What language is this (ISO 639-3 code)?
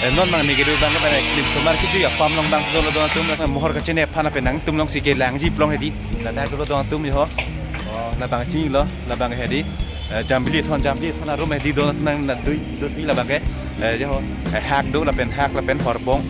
mjw